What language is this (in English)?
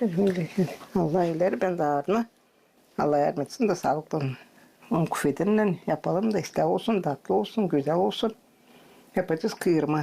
Gagauz